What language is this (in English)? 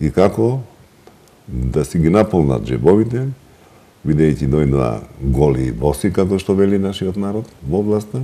Macedonian